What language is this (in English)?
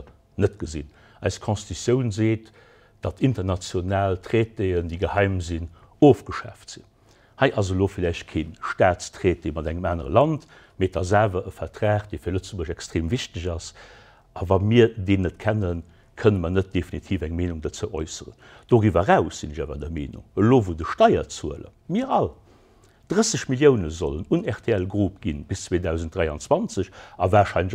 Luxembourgish